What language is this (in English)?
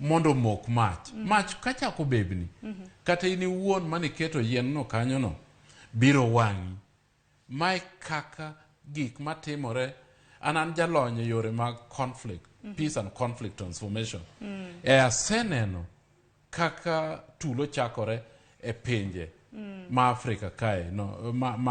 Luo (Kenya and Tanzania)